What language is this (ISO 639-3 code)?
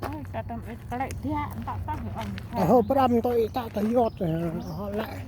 cmo